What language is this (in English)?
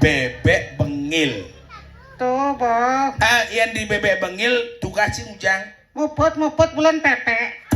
Balinese